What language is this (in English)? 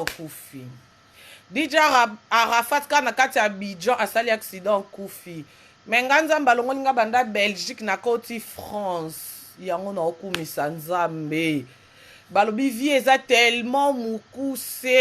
Lingala